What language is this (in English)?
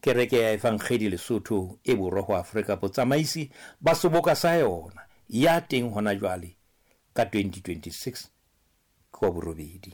Southern Sotho